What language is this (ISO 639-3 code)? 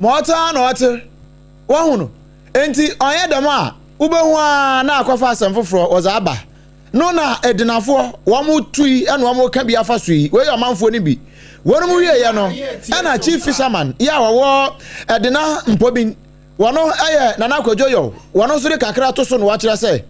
aka